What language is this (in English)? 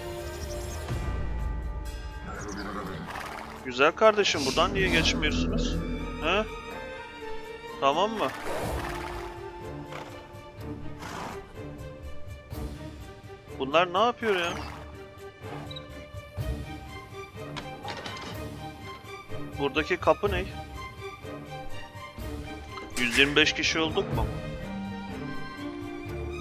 Turkish